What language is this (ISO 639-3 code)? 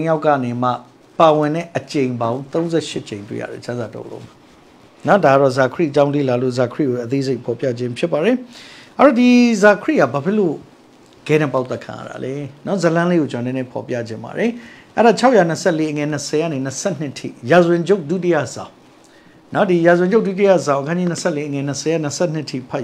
mya